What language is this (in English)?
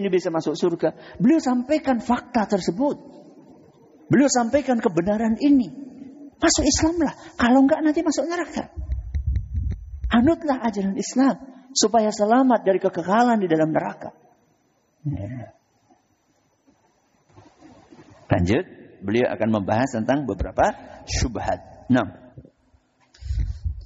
Indonesian